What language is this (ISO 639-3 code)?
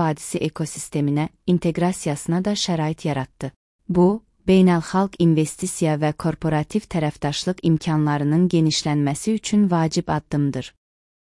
aze